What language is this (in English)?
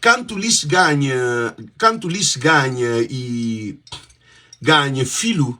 Kabuverdianu